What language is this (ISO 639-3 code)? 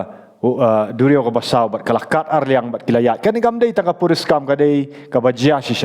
kha